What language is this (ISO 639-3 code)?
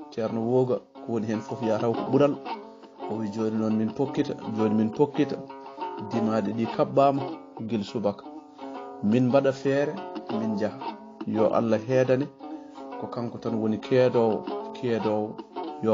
ful